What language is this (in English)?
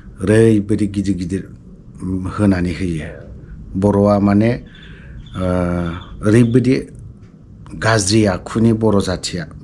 Bodo